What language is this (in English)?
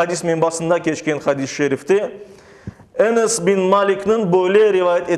Crimean Tatar